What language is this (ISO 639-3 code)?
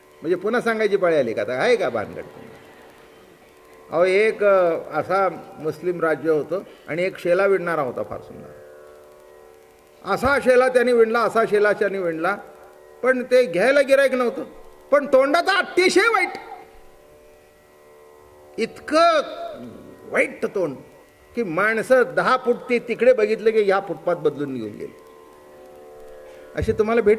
mar